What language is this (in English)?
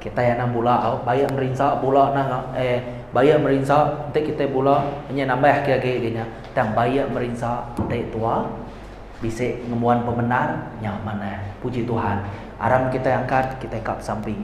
Iban